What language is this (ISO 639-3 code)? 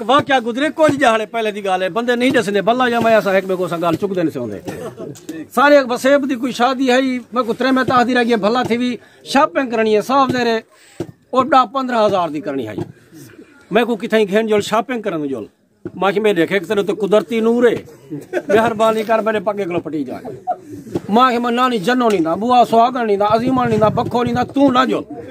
skr